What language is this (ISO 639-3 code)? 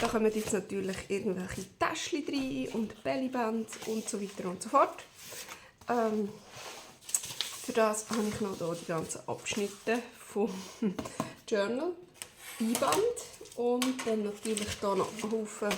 gsw